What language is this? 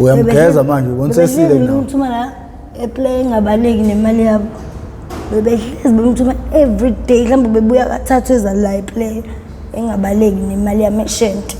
Zulu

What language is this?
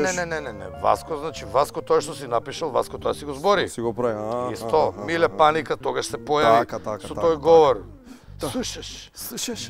Macedonian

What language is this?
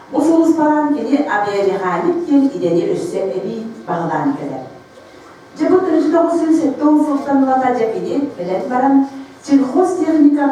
Yakut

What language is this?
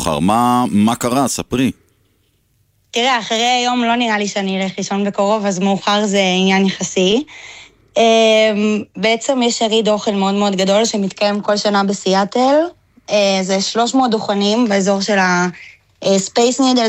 Hebrew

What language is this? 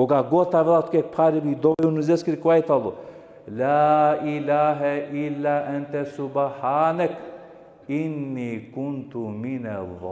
Balkan Romani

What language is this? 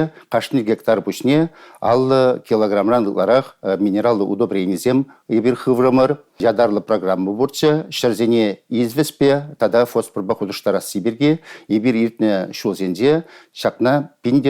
Chuvash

